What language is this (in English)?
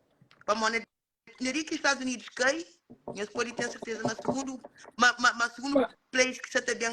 Kabuverdianu